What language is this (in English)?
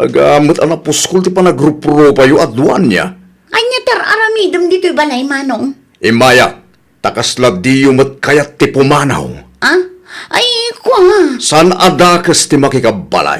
Iloko